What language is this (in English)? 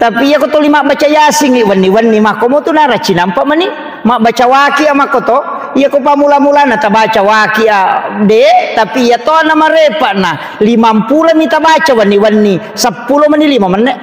Buginese